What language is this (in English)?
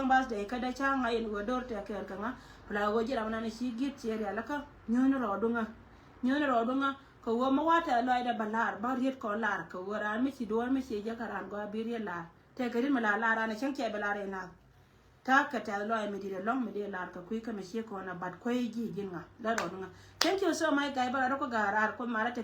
Nuer